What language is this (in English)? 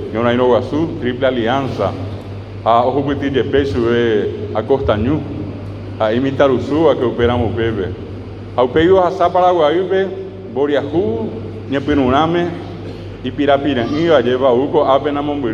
Guarani